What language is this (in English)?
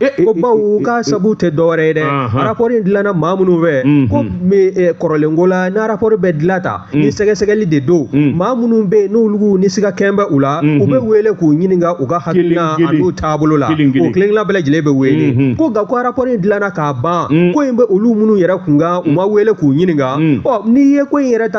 Bambara